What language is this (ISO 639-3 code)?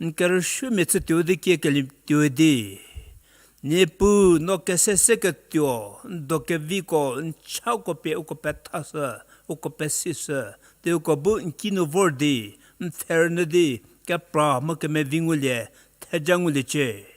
njm